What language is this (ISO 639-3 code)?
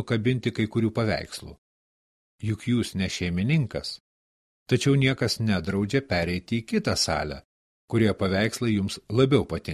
lit